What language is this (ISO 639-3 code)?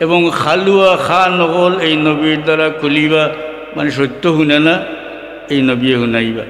syl